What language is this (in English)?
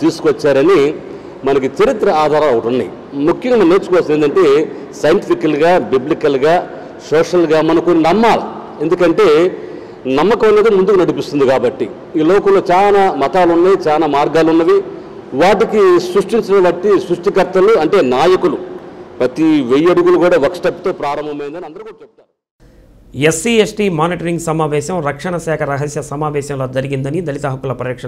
Telugu